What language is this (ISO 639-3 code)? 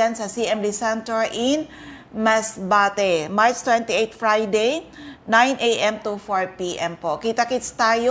bik